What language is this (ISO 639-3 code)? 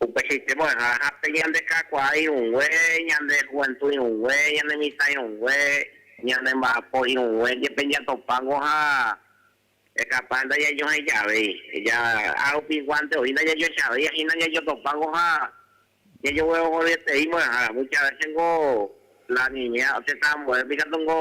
grn